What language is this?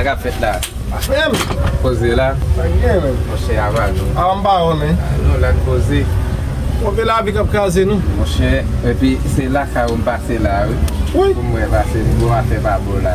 Haitian Creole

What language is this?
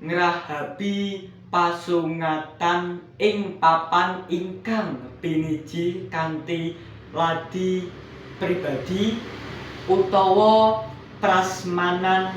Javanese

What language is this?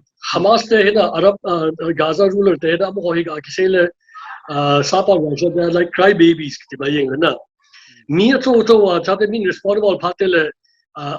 Paite Chin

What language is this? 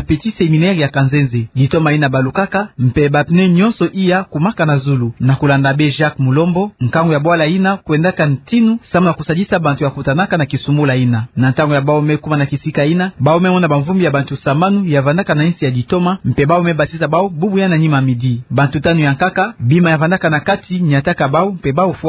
Kituba (Democratic Republic of Congo)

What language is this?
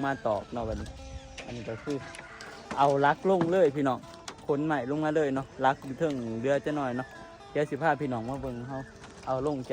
Northeastern Thai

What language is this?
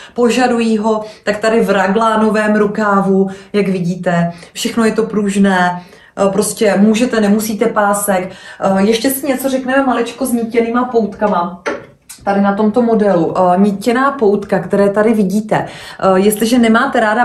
Czech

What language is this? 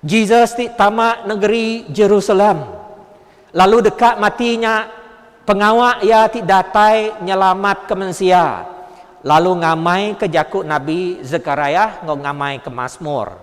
Iban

